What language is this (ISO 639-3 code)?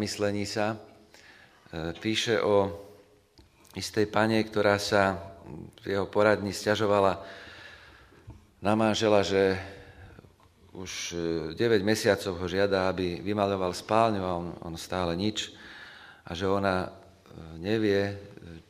slk